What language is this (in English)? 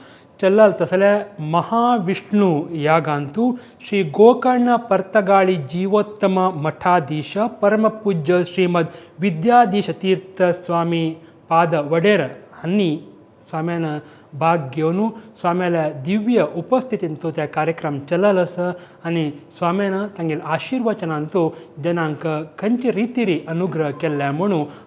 Konkani